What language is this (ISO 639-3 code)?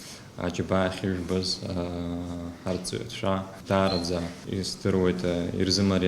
abk